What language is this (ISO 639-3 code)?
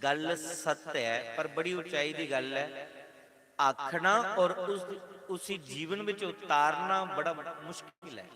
doi